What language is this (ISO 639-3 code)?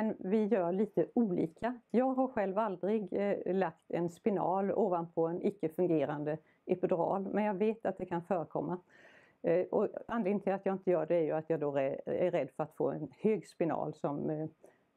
swe